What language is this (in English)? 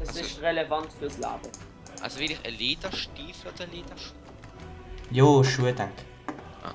Swiss German